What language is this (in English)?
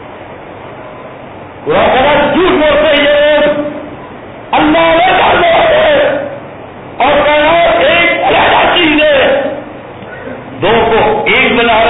Urdu